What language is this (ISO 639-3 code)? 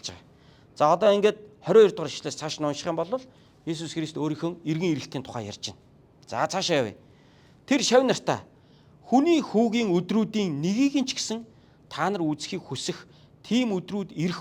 mon